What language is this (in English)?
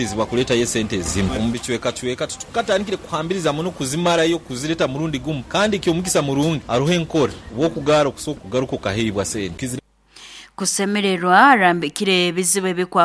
Nyoro